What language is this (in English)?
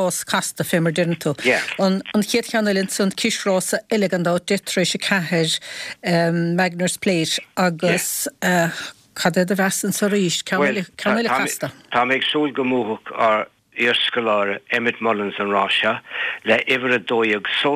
Irish